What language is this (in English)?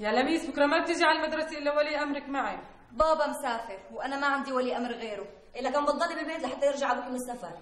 North Levantine Arabic